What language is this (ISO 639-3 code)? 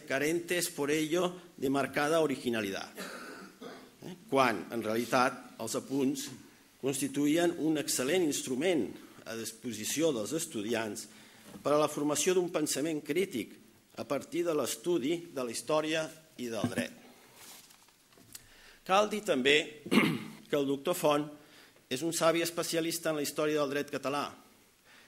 cat